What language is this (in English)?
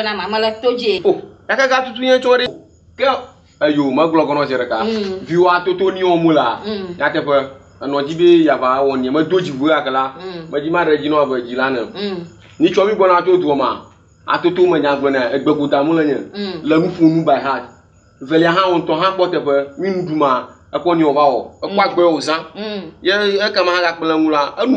Ewe